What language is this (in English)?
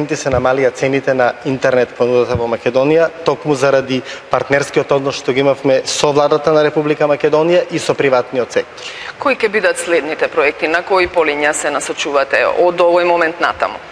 Macedonian